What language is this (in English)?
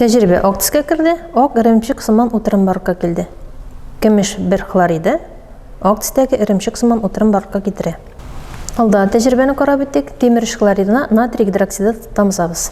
Tatar